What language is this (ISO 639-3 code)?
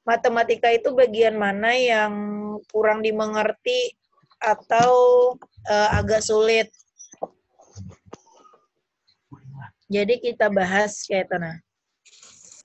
ind